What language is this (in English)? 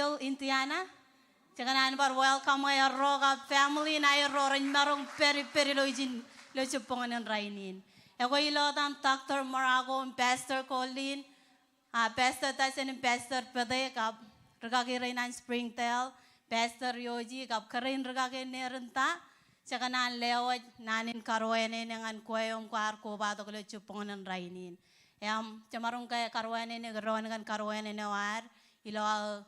Marshallese